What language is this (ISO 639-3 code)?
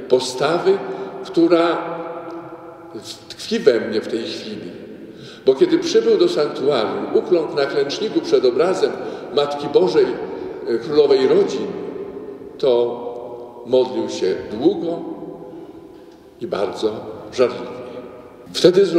pol